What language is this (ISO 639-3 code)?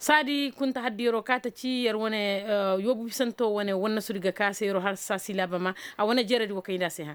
ses